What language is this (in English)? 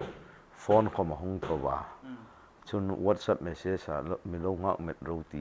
Hmar